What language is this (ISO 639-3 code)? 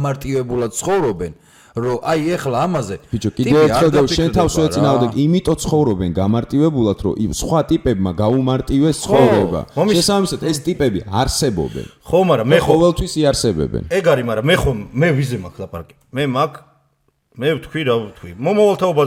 kat